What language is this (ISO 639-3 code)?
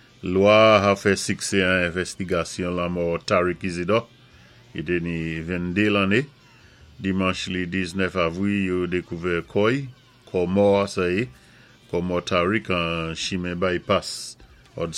acf